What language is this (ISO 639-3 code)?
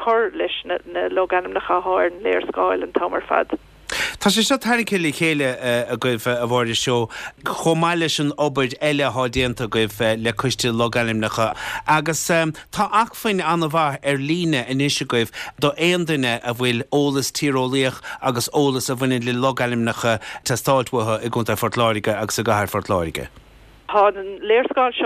gle